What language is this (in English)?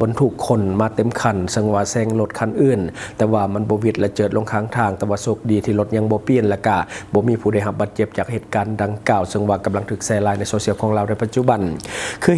Lao